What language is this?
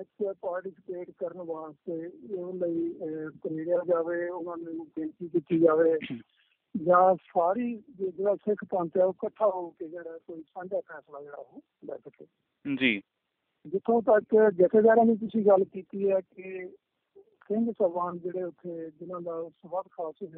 Punjabi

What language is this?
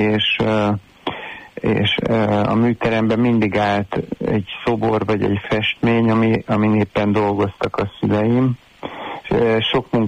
Hungarian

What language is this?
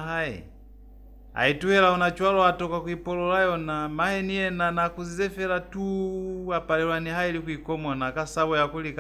Lozi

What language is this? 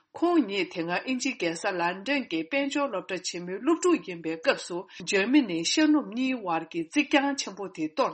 Tibetan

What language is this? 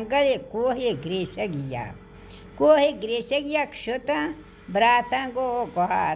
Baluchi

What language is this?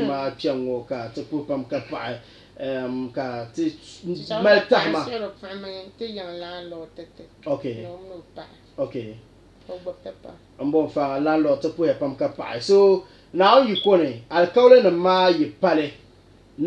Dagbani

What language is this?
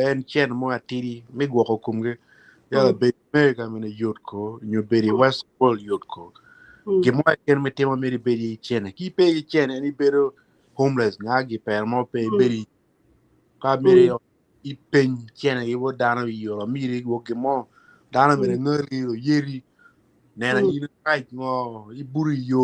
Acoli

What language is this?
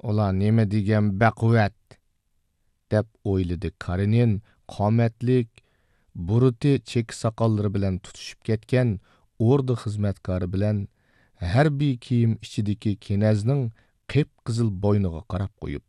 Uyghur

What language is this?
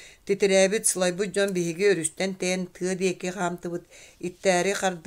Yakut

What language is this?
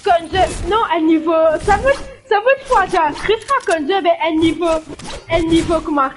Morisyen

